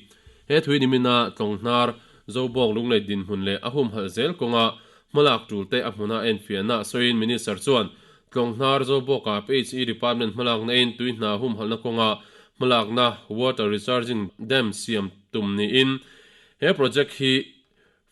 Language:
Mizo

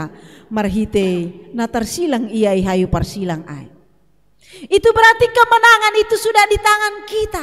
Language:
Batak Simalungun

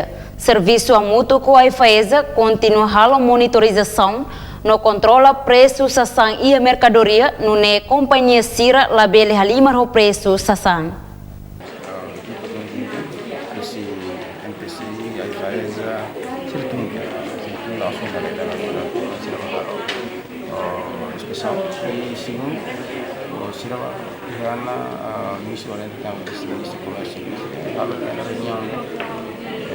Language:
Tetum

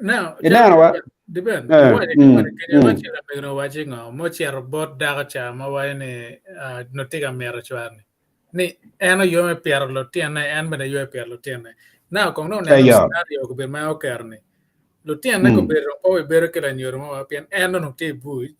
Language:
Acoli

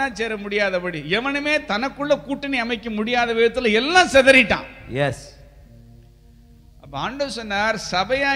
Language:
Tamil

